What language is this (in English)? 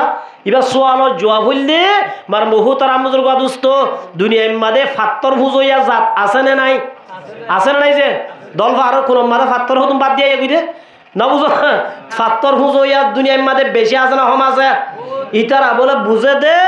Rohingya